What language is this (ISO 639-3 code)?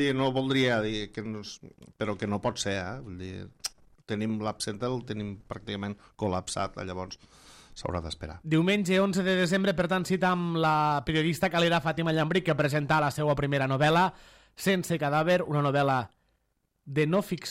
cat